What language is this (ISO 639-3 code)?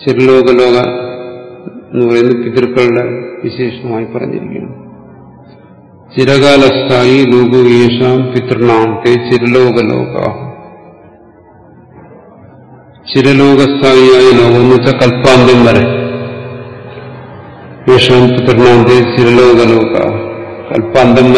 mal